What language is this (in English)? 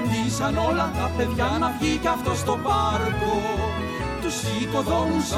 Greek